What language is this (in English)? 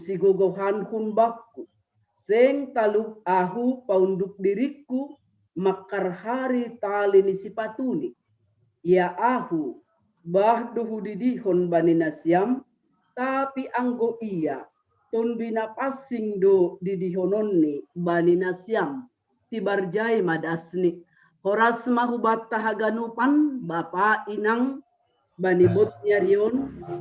Batak Simalungun